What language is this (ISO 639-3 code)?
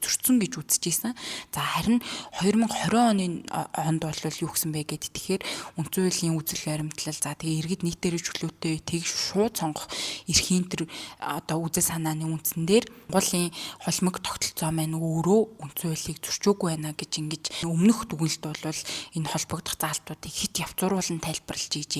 mon